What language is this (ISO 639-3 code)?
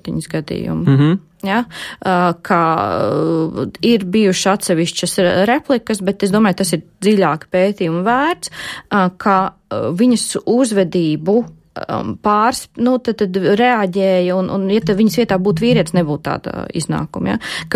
lav